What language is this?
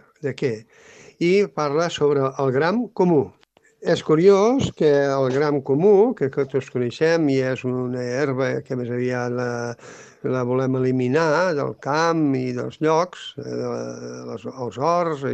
Catalan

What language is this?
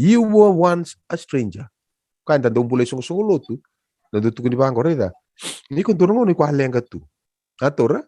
Fijian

